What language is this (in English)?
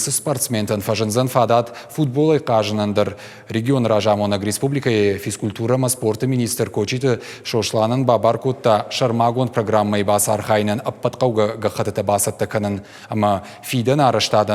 Ossetic